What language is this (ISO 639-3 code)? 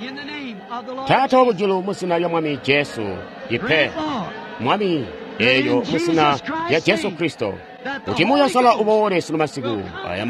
toi